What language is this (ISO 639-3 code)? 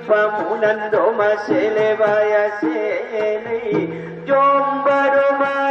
akb